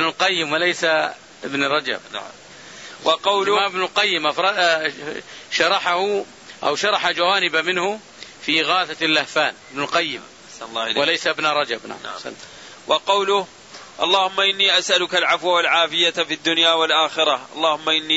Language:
Arabic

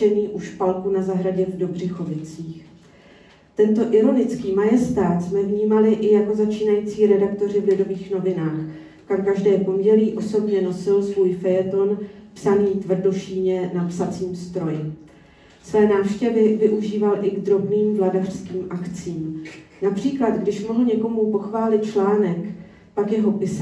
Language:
Czech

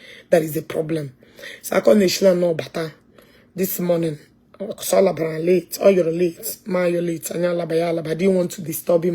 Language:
Igbo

